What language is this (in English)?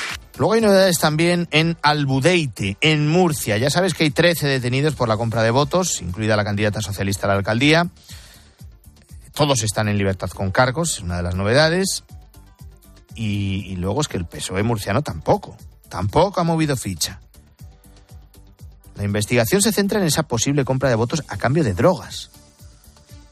Spanish